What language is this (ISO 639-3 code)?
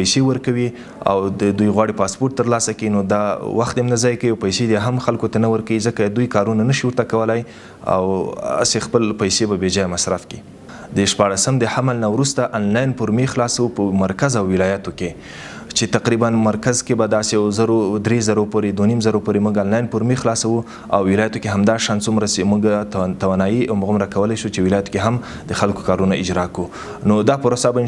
pus